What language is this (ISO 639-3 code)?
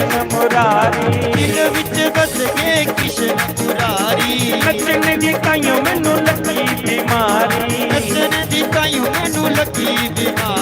doi